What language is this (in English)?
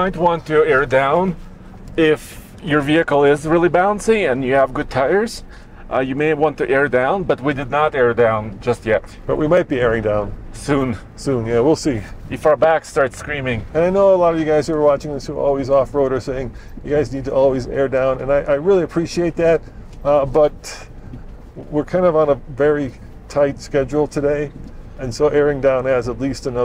English